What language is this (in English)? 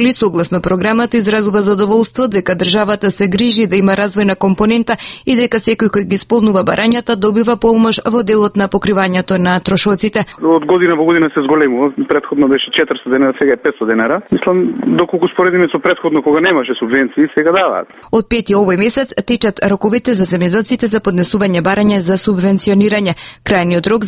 Macedonian